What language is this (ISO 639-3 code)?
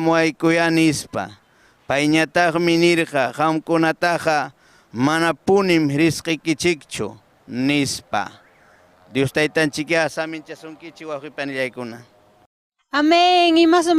quy